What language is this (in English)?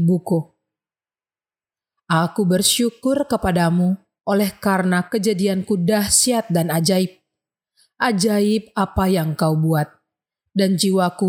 Indonesian